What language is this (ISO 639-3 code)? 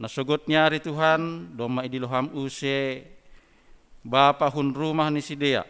bts